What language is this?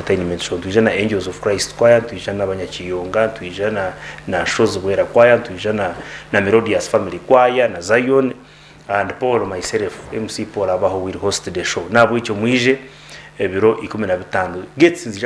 Nyankole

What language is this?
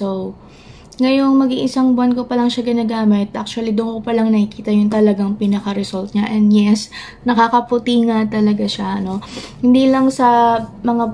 Filipino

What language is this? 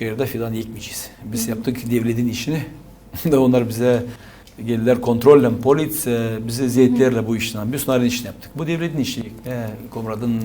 Gagauz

